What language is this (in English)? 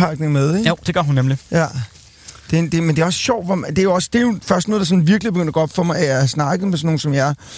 Danish